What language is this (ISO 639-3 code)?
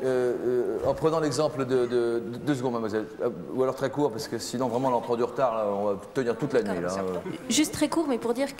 fra